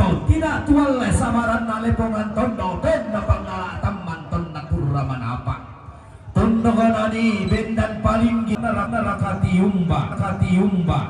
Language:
Toraja-Sa'dan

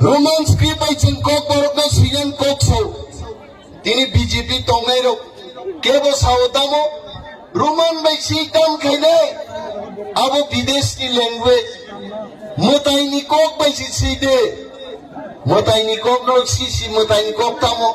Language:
Kok Borok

